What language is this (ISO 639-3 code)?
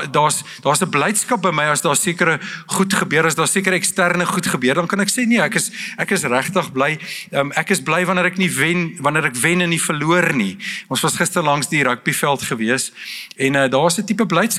afr